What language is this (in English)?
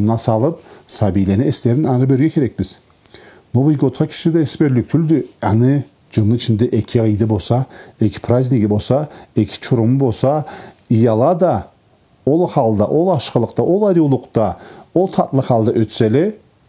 Karachay-Balkar